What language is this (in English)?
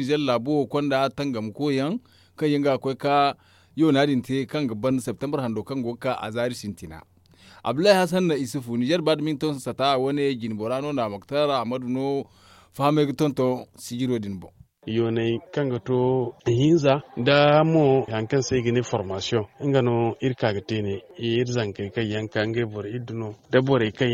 Zarma